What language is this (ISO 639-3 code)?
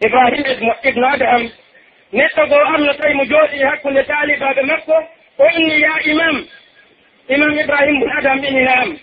fuf